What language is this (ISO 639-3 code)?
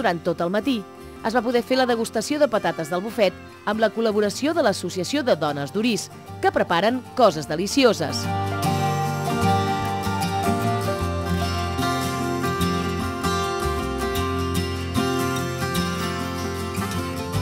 cat